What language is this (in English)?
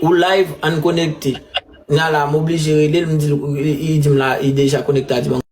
Haitian Creole